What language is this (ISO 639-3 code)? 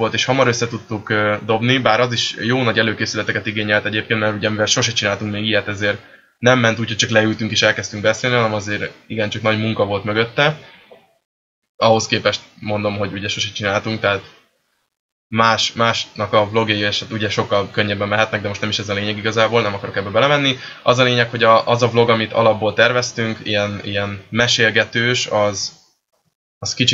hun